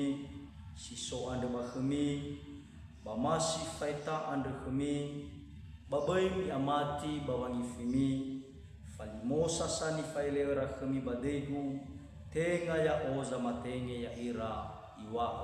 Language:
Nias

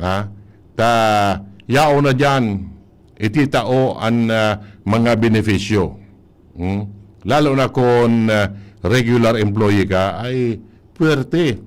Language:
Bikol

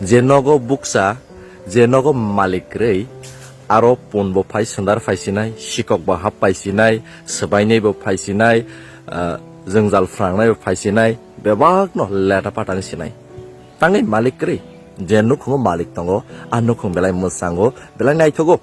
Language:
Riang (India)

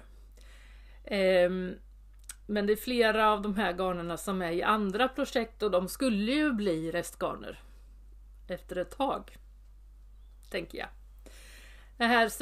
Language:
Swedish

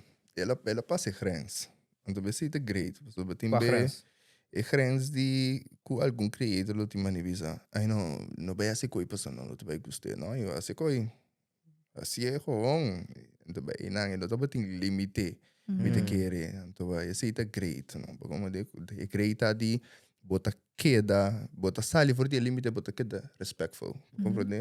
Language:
Papiamento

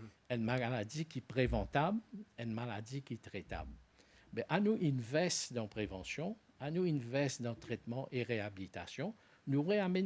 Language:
Morisyen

